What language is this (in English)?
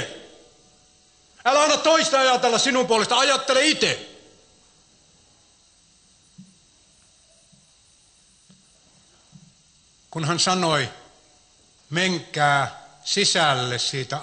Finnish